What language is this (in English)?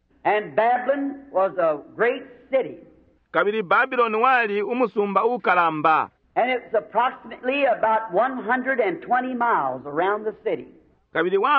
Bemba